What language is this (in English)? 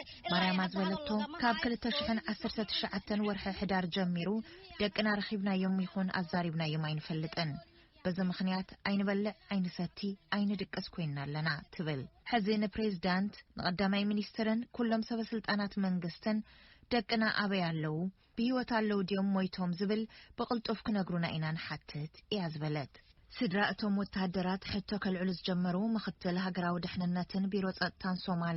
Tigrinya